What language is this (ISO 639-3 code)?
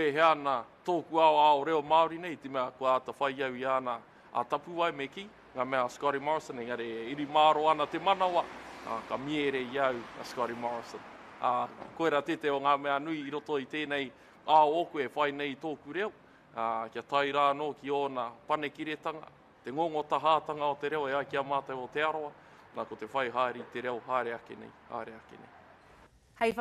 mri